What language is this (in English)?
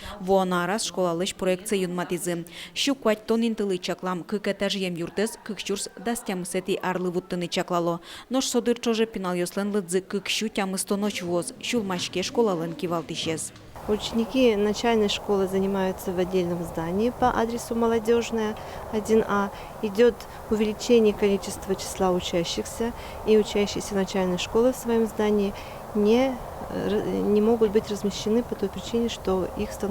Udmurt